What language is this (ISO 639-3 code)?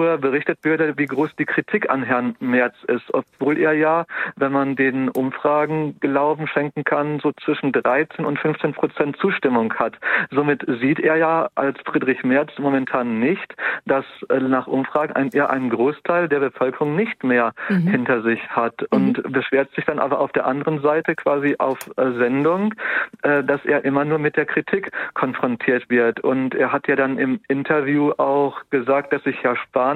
deu